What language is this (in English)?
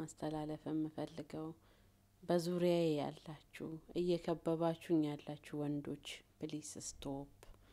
Amharic